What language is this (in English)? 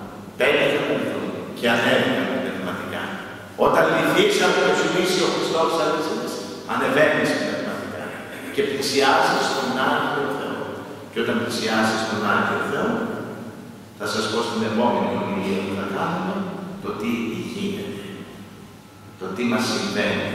Greek